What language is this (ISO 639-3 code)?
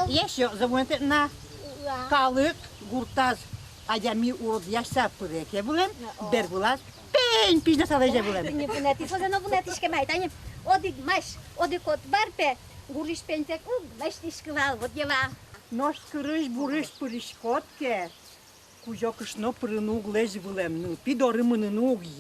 udm